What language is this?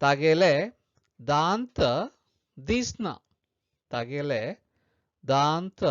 Konkani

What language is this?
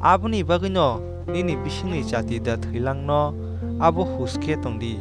Kok Borok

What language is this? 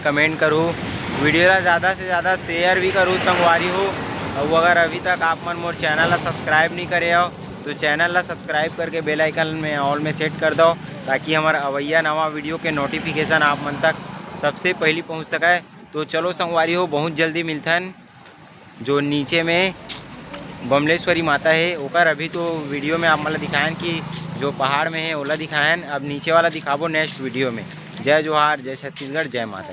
Chhattisgarhi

